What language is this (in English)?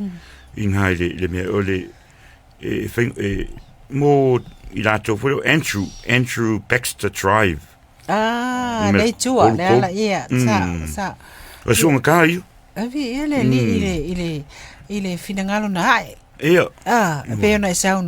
Samoan